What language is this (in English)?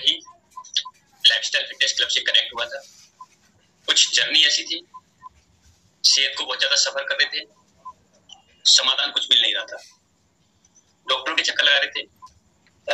Hindi